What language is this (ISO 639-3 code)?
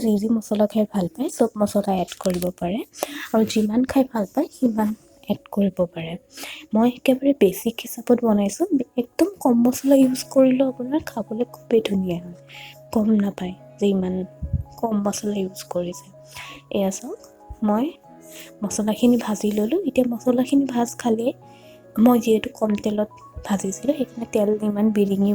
asm